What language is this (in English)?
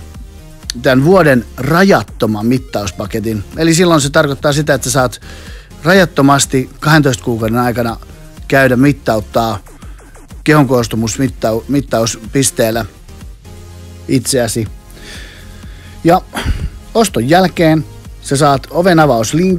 Finnish